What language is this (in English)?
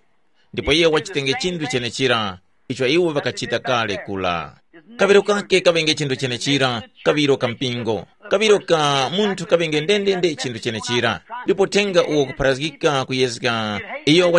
Tumbuka